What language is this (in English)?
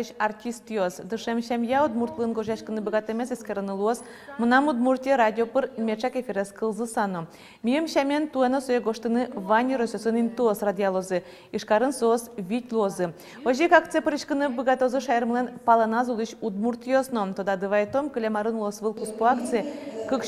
Udmurt